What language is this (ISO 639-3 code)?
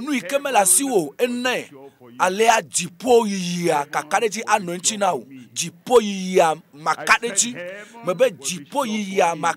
ewe